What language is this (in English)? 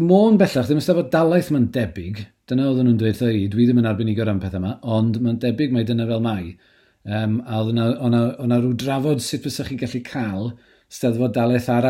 Welsh